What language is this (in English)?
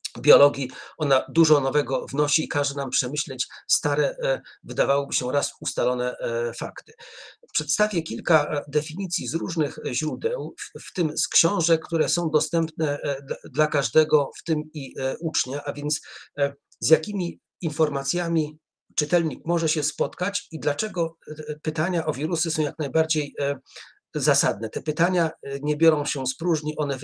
Polish